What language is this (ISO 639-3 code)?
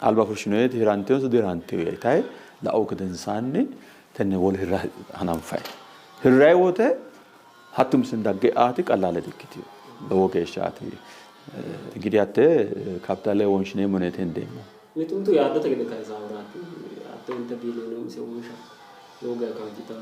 sid